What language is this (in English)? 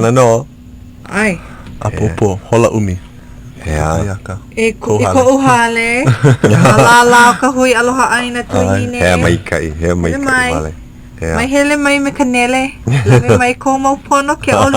Hawaiian